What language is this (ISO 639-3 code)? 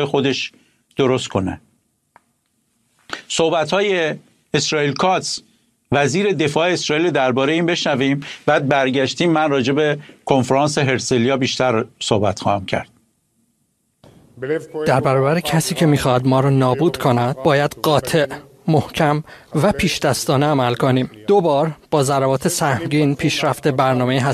fas